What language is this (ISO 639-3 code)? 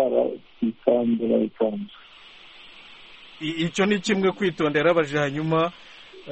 kin